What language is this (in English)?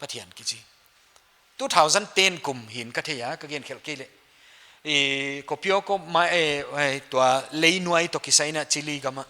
Paite Chin